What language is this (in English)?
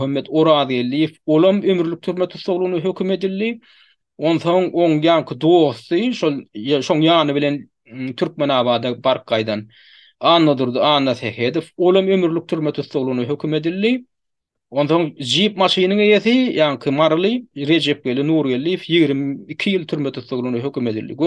Turkmen